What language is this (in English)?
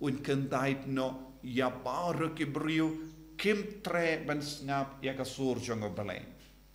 Khasi